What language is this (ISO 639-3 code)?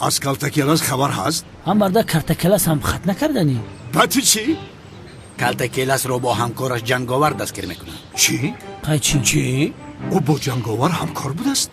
tgk